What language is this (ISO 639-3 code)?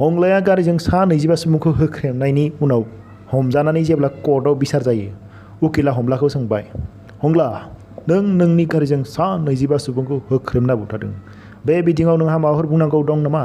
brx